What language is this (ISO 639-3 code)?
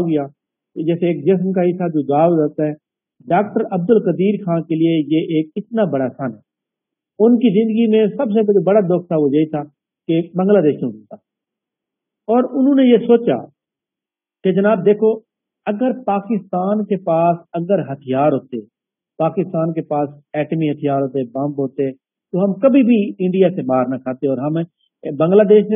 urd